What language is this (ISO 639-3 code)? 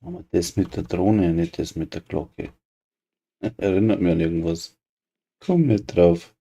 bar